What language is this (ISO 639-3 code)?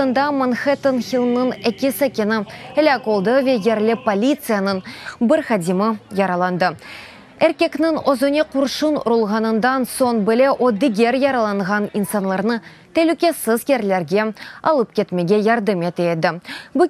crh